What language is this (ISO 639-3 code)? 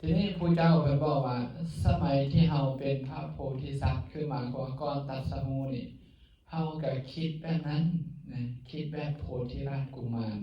lao